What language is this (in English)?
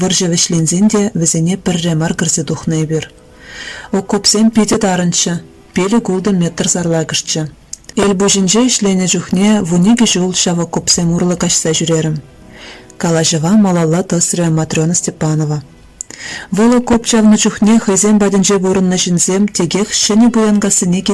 Chuvash